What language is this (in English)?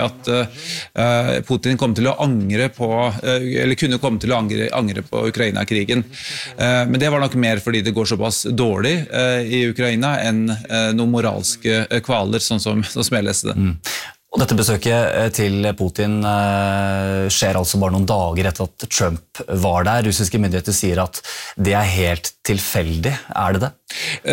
Norwegian